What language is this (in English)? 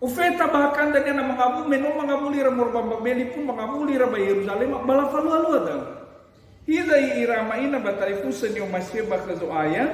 Nias